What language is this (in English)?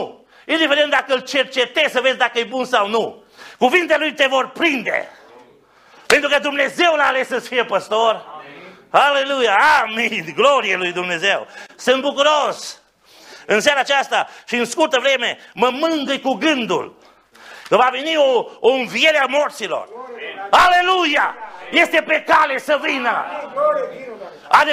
Romanian